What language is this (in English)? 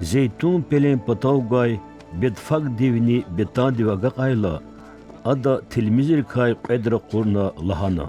Lezghian